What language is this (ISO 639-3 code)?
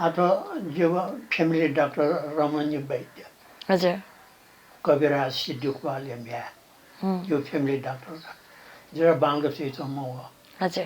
new